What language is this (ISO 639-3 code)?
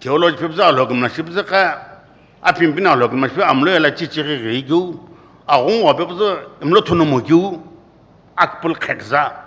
nsm